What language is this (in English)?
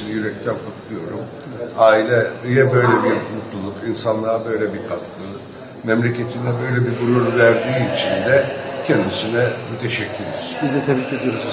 Turkish